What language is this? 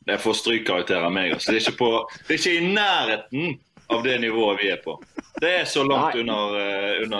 Norwegian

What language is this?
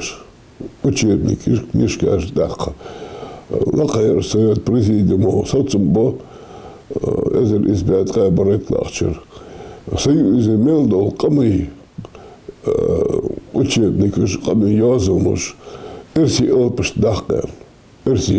Ingush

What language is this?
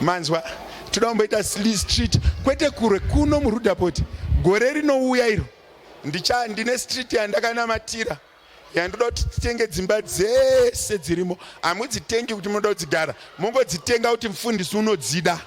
Shona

